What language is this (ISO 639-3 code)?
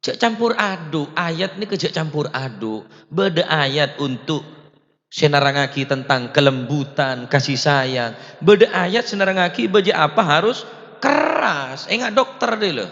mad